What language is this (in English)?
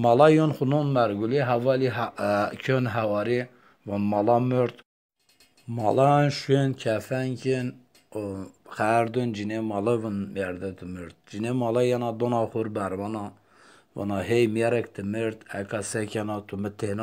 Zaza